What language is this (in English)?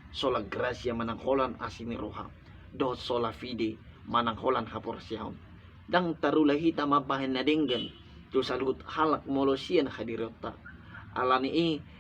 Batak Toba